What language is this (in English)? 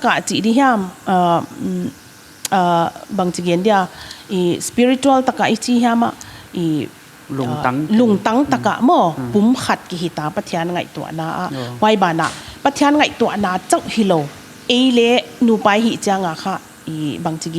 Paite Chin